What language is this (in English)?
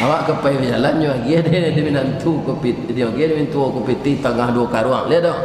Minangkabau